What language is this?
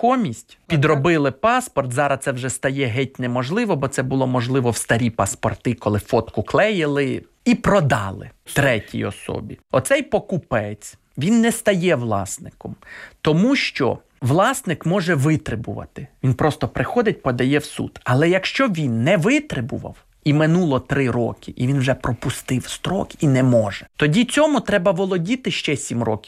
Ukrainian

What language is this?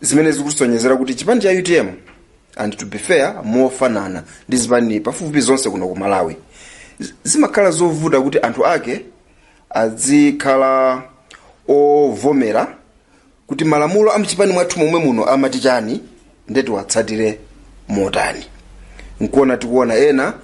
Nyanja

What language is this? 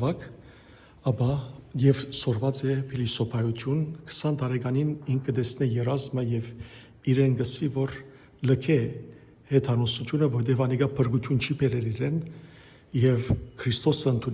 Western Armenian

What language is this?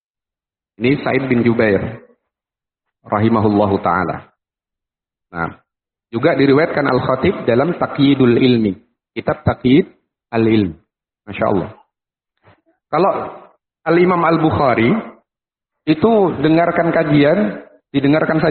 Indonesian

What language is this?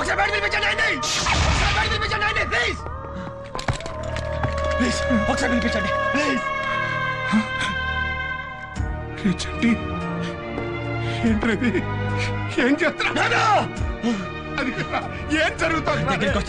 Telugu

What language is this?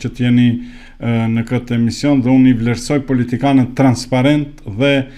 Albanian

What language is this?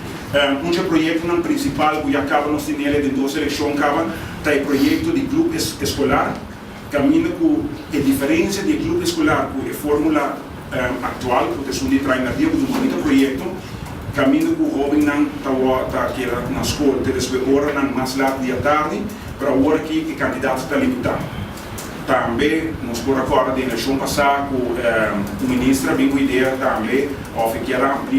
Papiamento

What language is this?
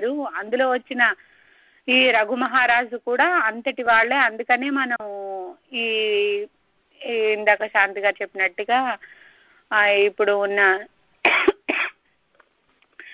Telugu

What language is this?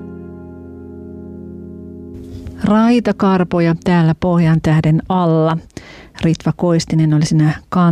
Finnish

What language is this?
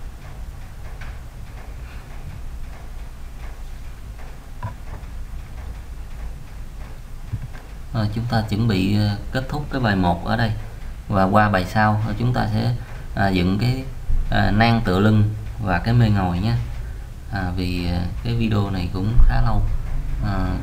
Vietnamese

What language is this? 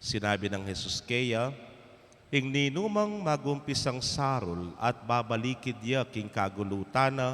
Pampanga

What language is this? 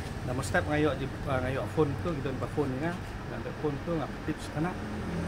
Khasi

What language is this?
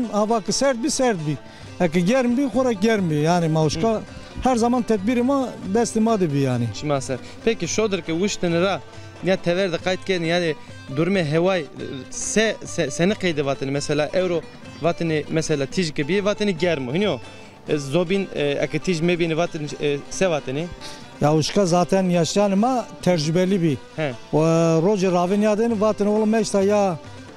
Zaza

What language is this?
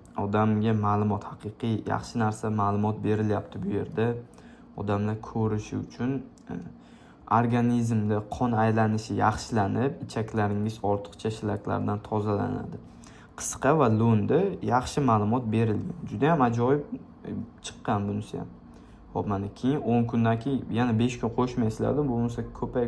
Uzbek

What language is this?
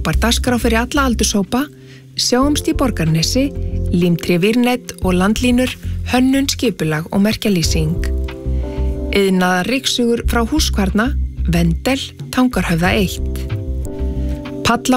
Icelandic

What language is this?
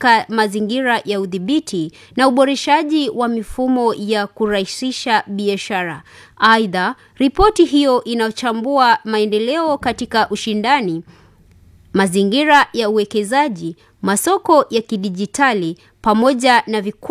Swahili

